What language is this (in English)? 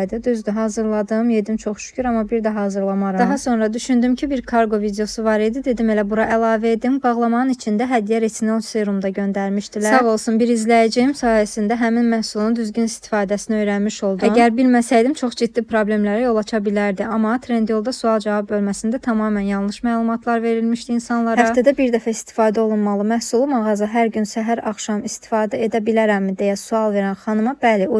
Azerbaijani